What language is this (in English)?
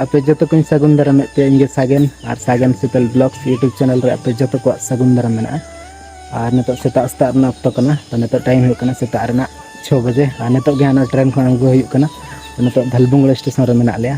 Santali